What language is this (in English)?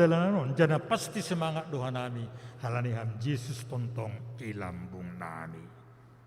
Batak Simalungun